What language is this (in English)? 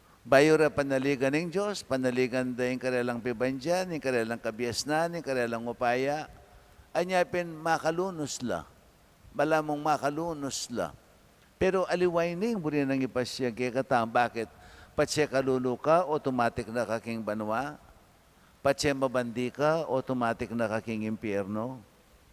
Pampanga